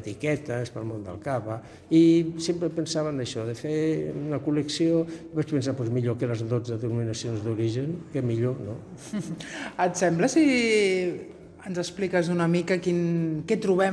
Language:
Catalan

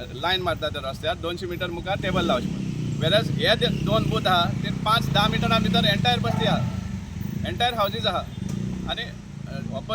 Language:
Konkani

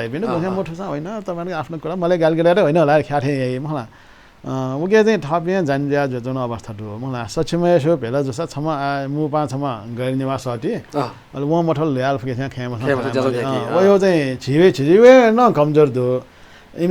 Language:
Newari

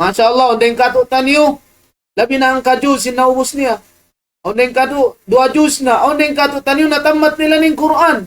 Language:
Tausug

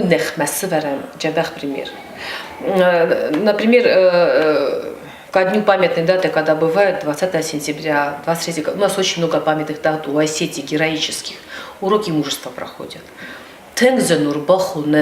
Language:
Ossetic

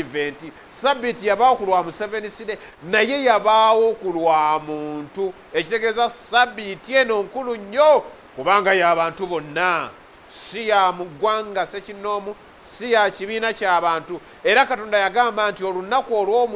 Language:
Ganda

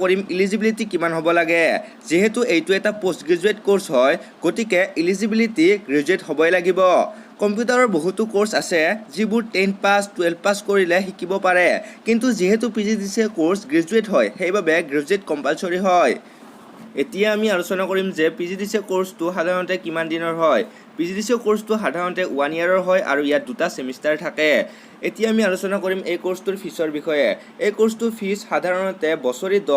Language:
Assamese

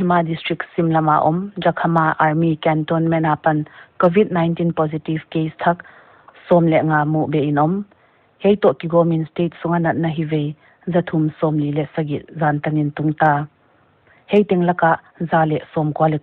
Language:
Paite Chin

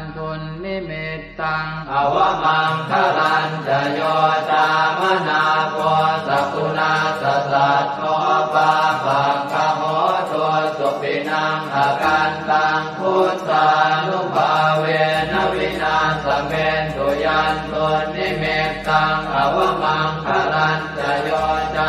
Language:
Pali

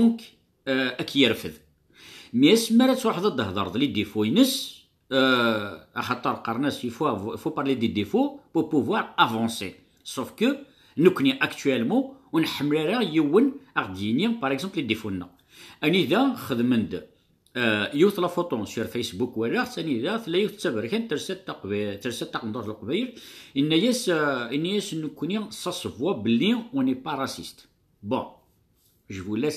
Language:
Kabyle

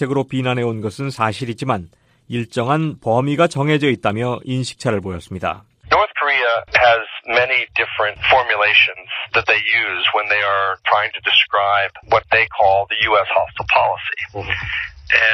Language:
Korean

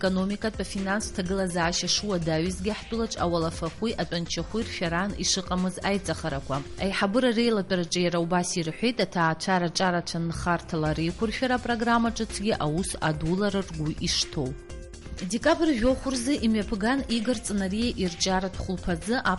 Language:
Abkhazian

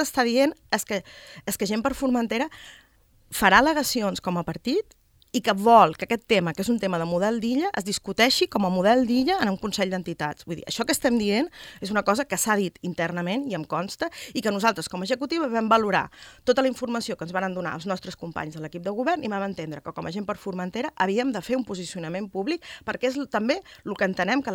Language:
Catalan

